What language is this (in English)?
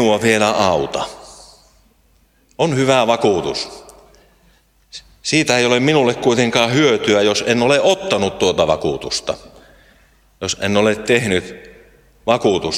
Finnish